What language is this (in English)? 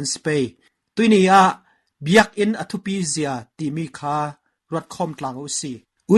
Falam Chin